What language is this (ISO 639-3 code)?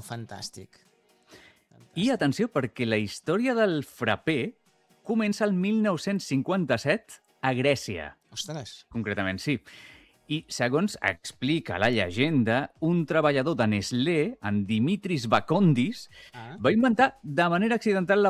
cat